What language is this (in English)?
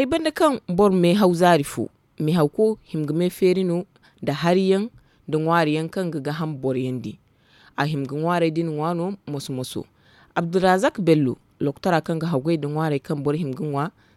Zarma